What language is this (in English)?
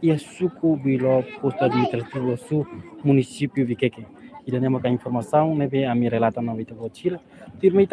Tetum